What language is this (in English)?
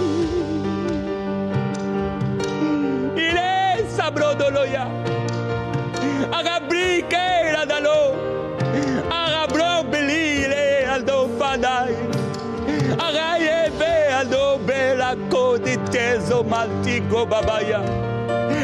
French